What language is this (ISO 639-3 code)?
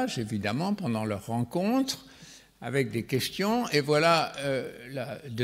fra